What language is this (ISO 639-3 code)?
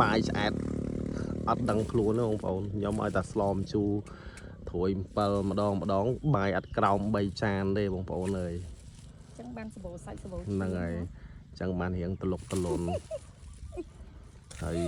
khm